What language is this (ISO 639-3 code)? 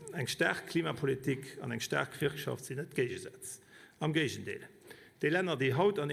ltz